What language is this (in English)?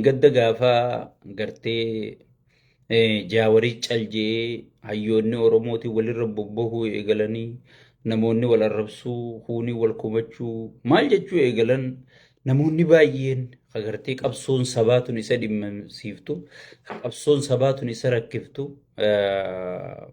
Oromo